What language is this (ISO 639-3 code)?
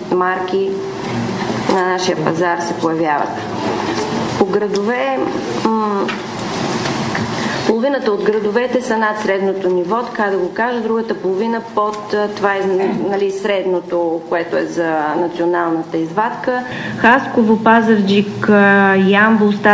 bul